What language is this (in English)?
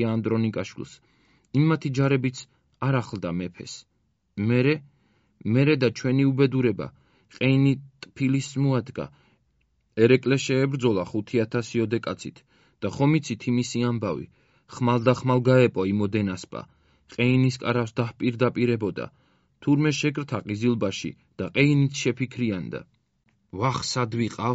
Georgian